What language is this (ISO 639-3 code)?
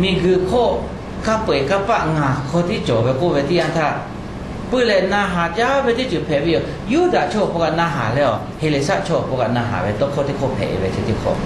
lhu